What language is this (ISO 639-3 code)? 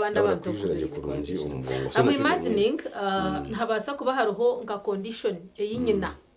nyn